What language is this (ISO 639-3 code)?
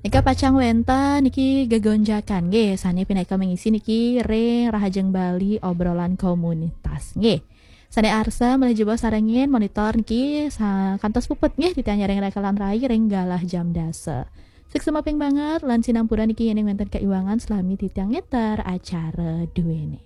ban